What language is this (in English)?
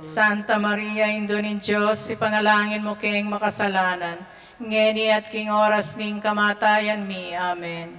Pampanga